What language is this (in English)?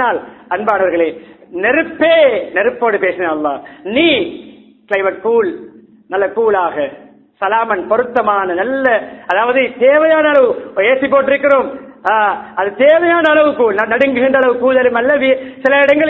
Tamil